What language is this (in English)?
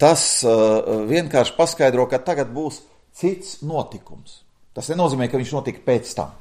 Latvian